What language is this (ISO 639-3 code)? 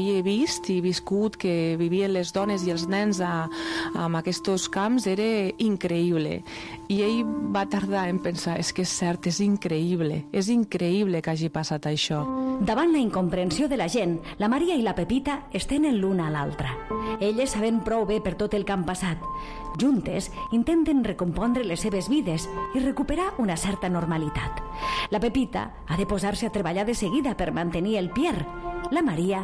cat